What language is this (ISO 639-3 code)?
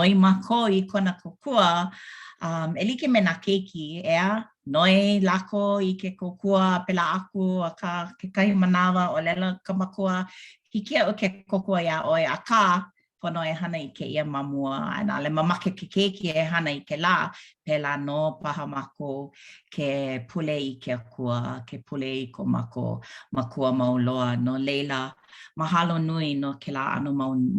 haw